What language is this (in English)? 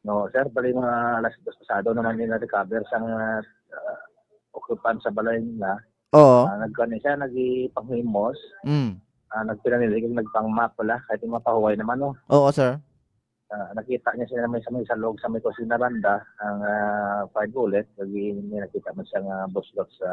Hiligaynon